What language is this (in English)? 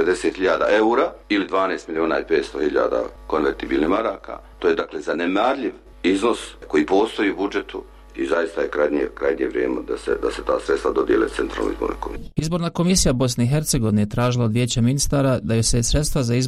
Bosnian